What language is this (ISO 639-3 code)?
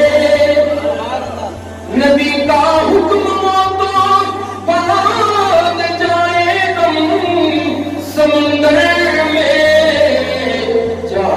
urd